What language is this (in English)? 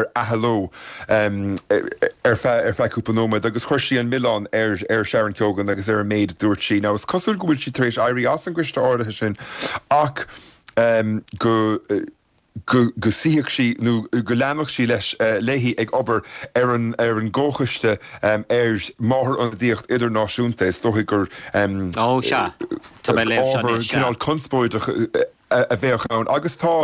Irish